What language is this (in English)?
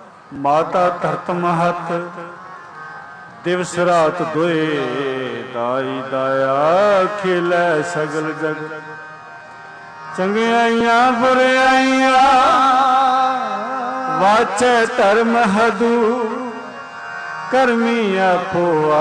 Punjabi